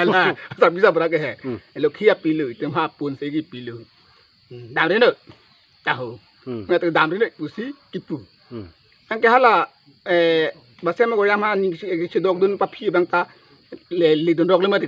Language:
Karbi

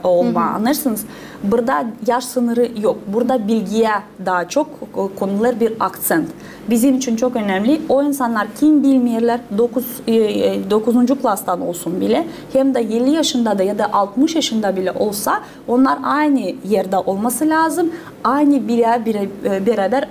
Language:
Gagauz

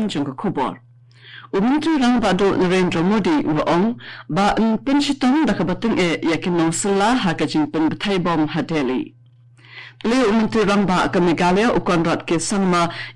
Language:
Khasi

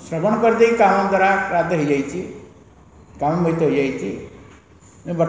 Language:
Odia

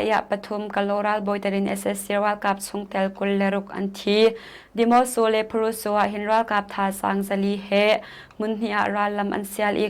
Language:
Hakha Chin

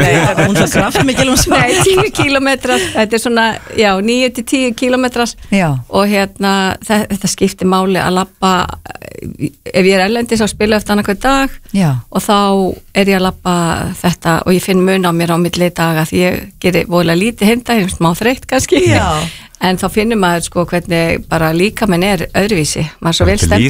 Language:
Icelandic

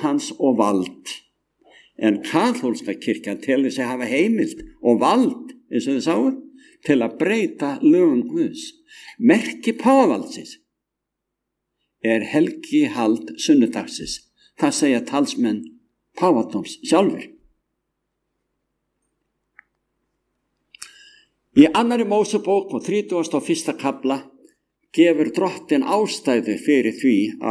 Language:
Icelandic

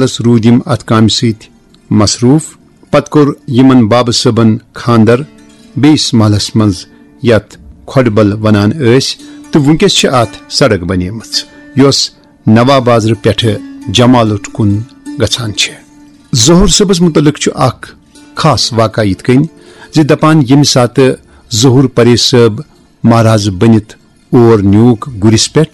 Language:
Kashmiri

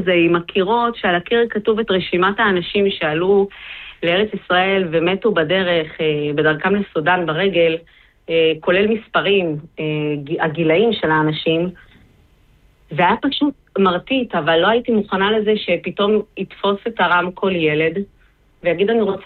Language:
Hebrew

